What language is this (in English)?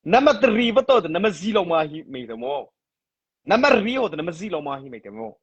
Mara Chin